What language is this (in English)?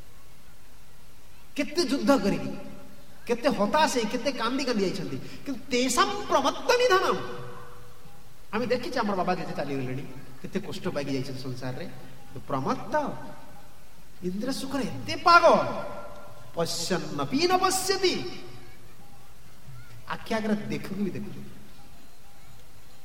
Odia